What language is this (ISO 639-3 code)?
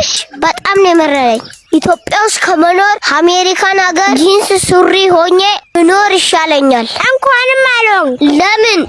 amh